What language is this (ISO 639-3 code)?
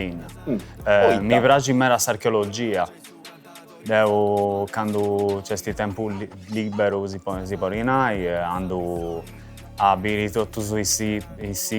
srd